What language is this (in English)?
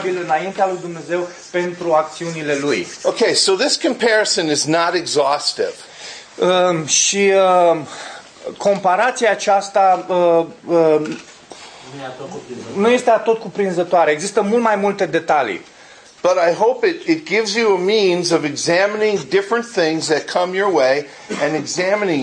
Romanian